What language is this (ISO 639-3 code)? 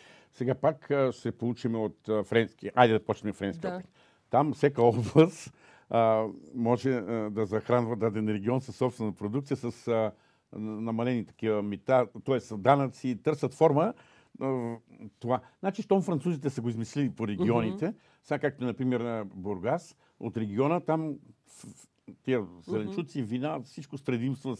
bul